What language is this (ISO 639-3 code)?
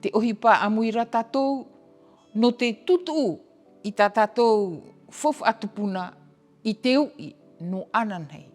tah